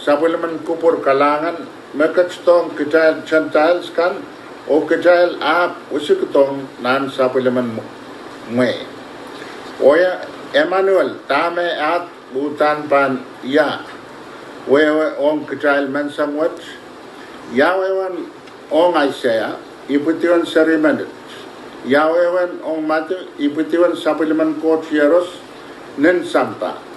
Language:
Pohnpeian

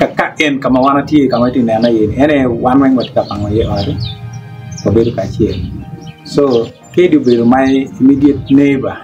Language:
Acoli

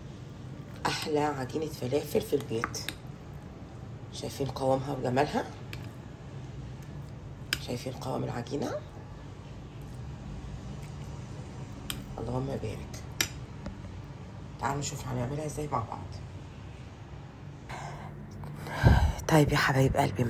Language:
Egyptian Arabic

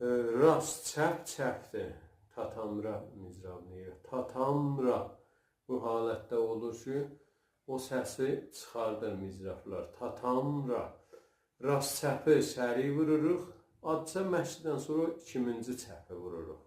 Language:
South Azerbaijani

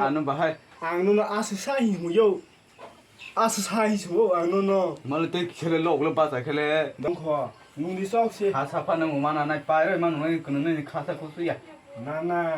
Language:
Kok Borok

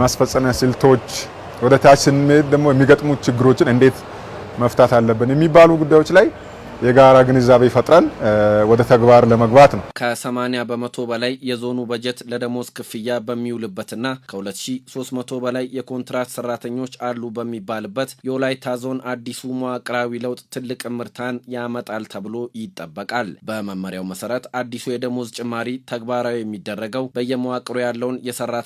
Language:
Amharic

